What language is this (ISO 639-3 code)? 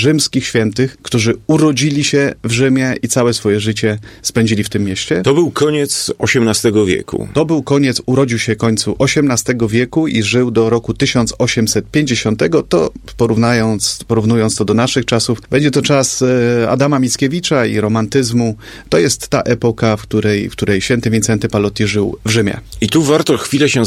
pol